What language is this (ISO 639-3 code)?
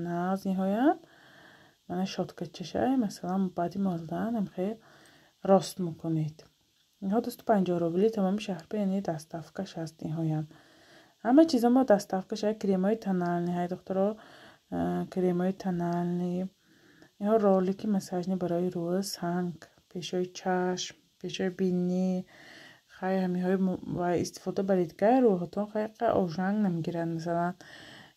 tgk